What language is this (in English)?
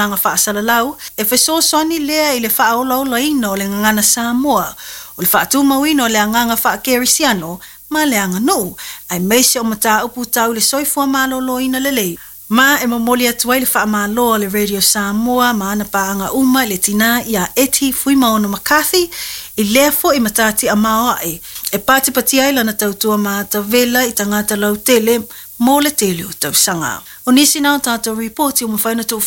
Samoan